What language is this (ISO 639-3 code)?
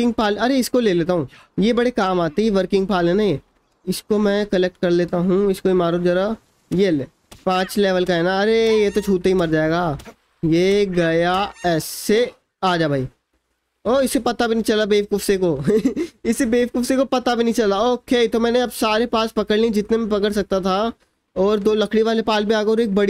hin